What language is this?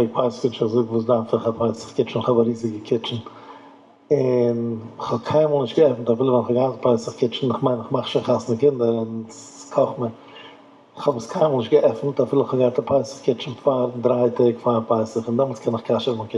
Yiddish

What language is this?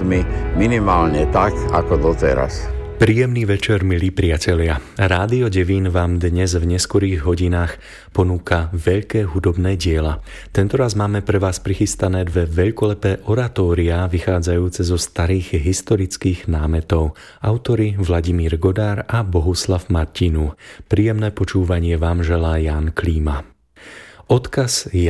Slovak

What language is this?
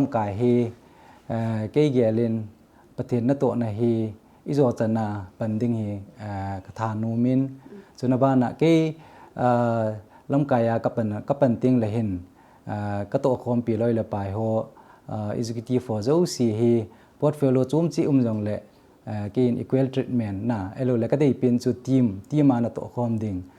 Thado Chin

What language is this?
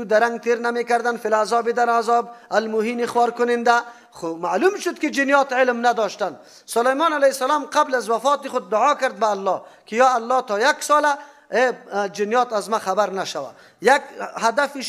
Persian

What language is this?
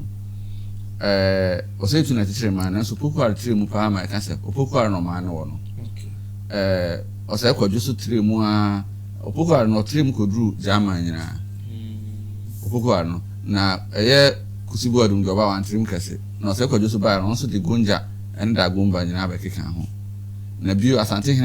Akan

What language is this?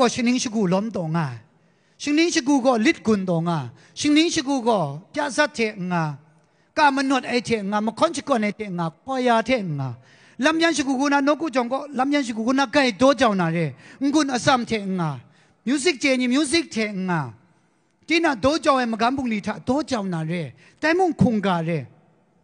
Kachin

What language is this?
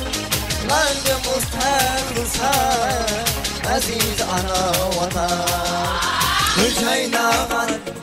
Kara-Kalpak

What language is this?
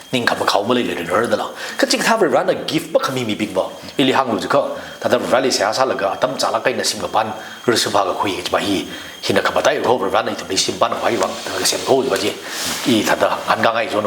Tangkhul Naga (India)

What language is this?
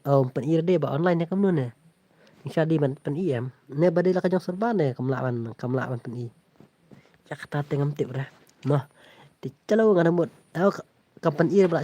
Khasi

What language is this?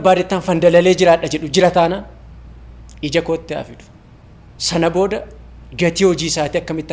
Oromo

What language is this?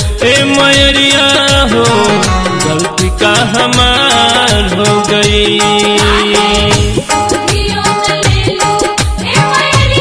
Bhojpuri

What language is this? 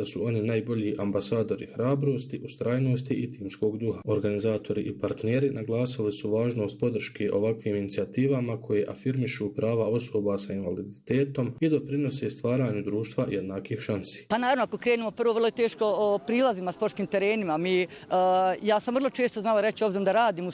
Bosnian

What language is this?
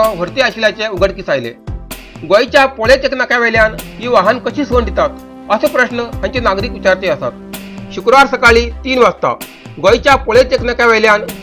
Konkani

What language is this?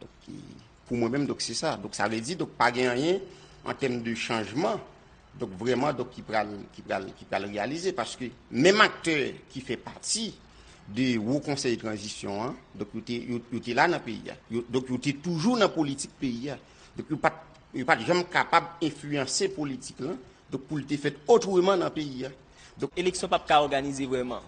Haitian Creole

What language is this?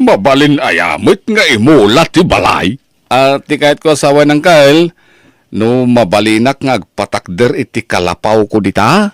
Iloko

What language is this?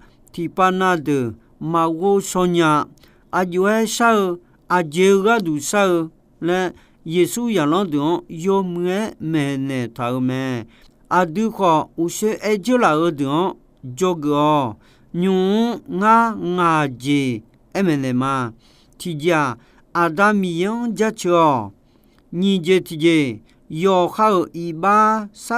Akha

